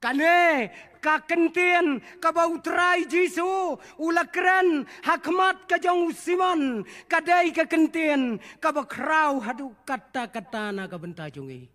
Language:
Khasi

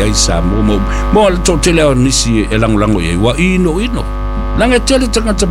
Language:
Samoan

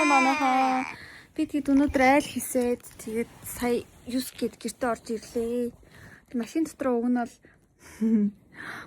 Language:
Mongolian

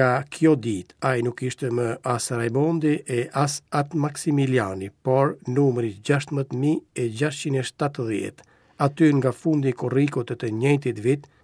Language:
Albanian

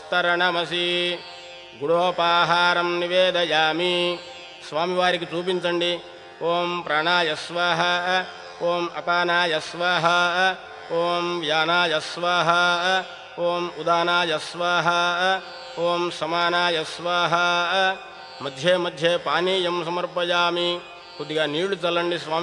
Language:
Telugu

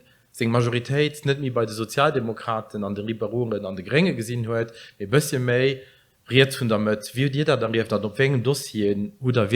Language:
Luxembourgish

